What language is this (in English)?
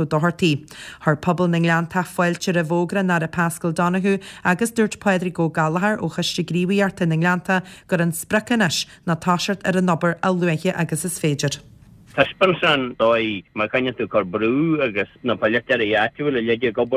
Irish